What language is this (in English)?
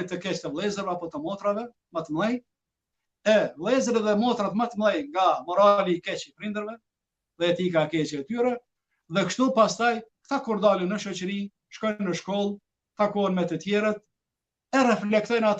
Albanian